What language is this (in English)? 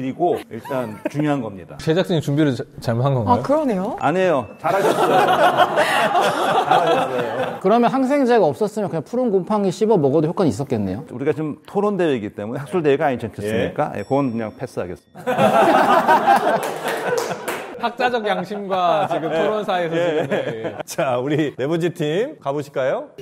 Korean